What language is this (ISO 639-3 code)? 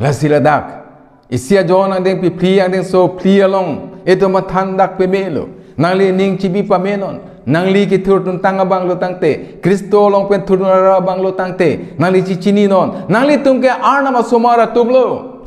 mjw